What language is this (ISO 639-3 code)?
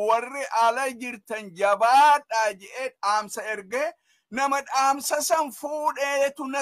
orm